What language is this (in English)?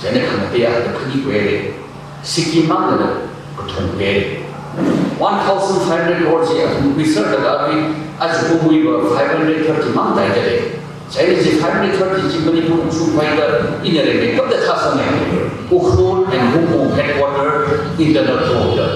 Tangkhul Naga (India)